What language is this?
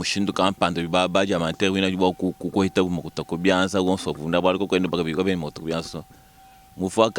Luba-Lulua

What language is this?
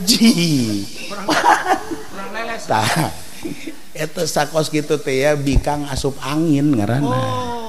Sundanese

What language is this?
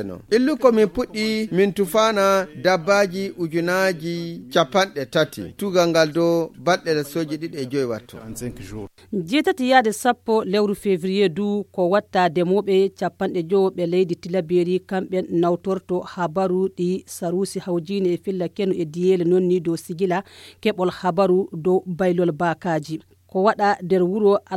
Fula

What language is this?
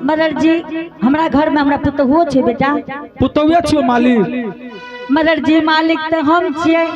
Angika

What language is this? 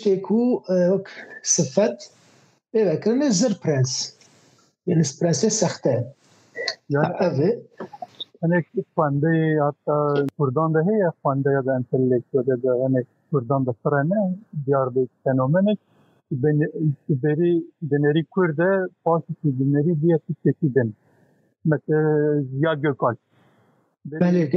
Kurdish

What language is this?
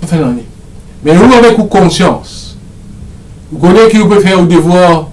Morisyen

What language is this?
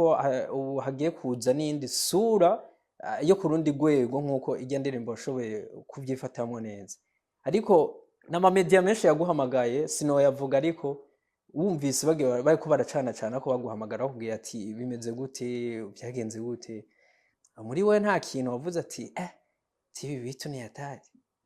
Rundi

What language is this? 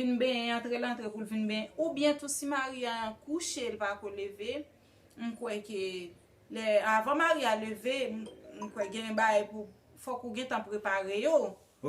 Haitian Creole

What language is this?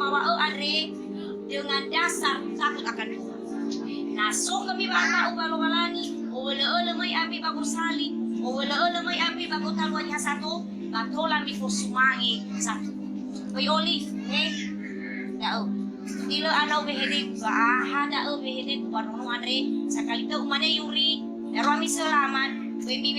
Nias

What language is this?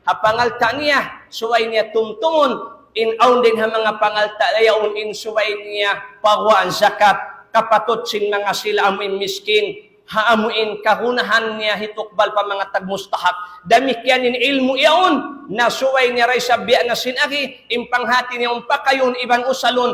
Tausug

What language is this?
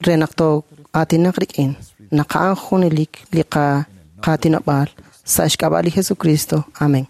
Kekchí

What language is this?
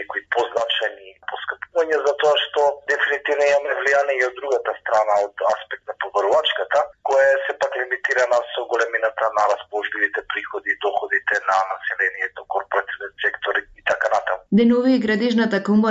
Macedonian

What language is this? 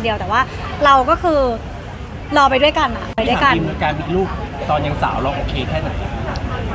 Thai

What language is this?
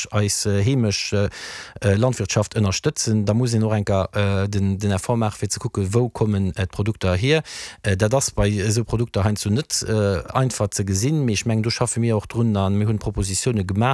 Luxembourgish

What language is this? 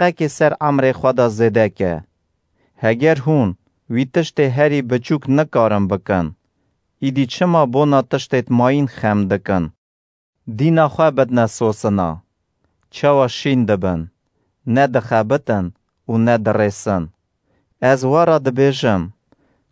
Kurdish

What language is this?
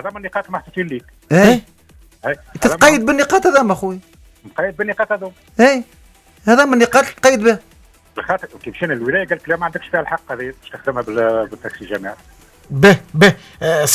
Tunisian Arabic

